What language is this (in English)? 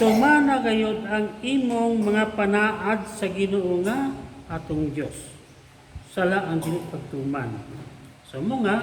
Cebuano